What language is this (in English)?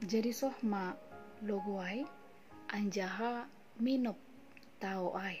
Batak Simalungun